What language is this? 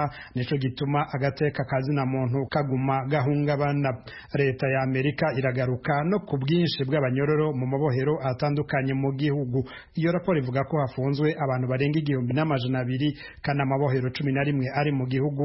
Kinyarwanda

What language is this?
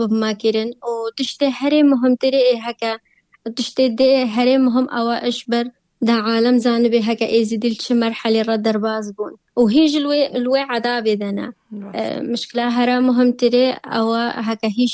Kurdish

